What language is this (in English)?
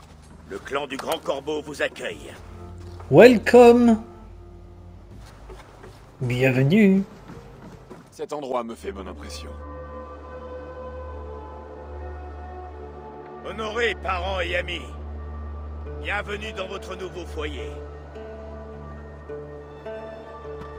French